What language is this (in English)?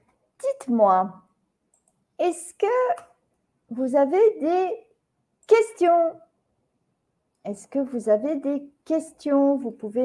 French